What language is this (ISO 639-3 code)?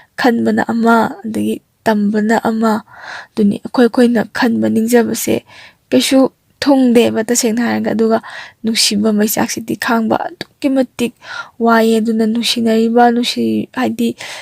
mni